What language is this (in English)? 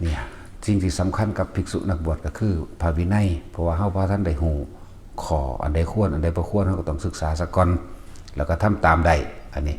Northeastern Thai